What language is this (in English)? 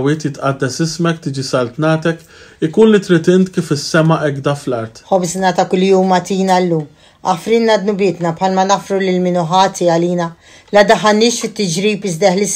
Maltese